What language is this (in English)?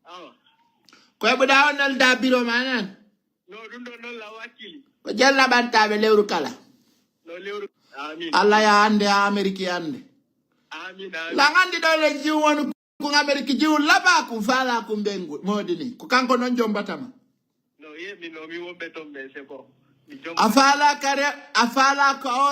Fula